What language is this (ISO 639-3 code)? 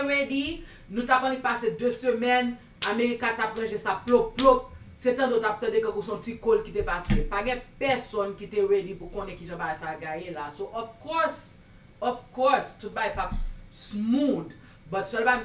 hat